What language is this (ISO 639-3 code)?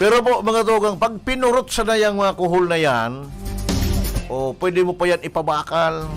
bik